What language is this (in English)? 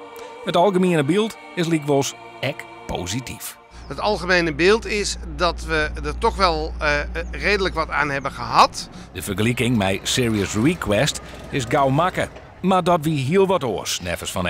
Western Frisian